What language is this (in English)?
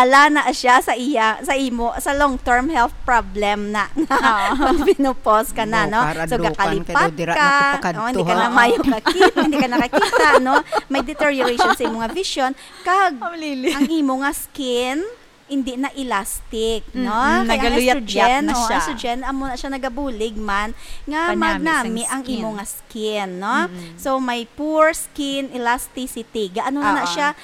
Hiligaynon